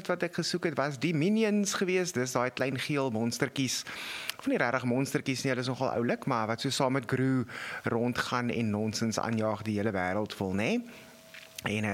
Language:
Afrikaans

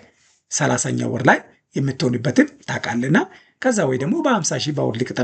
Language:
Amharic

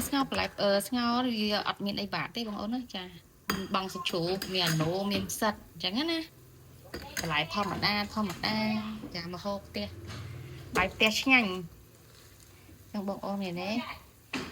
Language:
Khmer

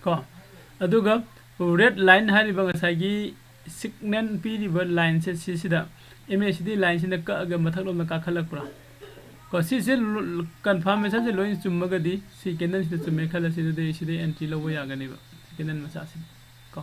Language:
Manipuri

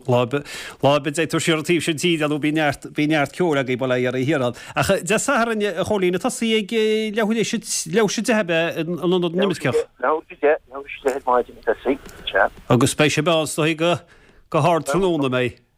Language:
Irish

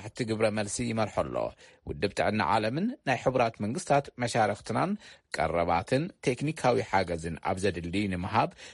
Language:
Tigrinya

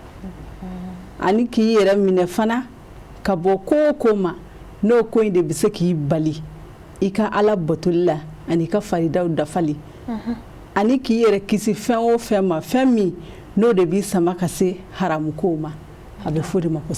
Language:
Bambara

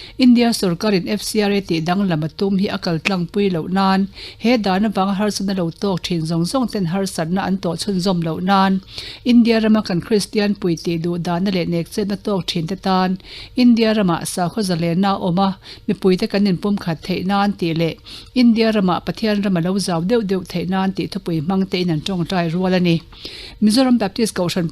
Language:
Mizo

